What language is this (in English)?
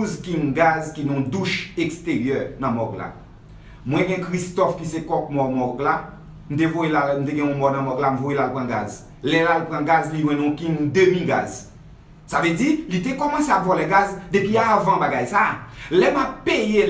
Haitian Creole